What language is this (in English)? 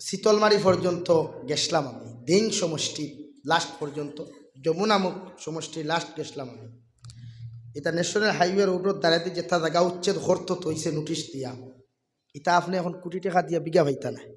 Sylheti